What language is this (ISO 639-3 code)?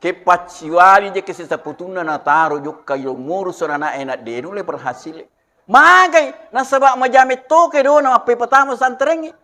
bug